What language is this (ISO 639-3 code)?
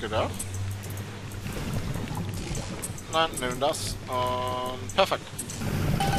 deu